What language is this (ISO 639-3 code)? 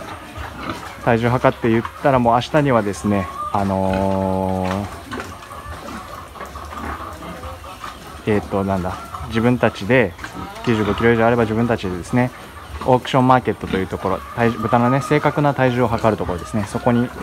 jpn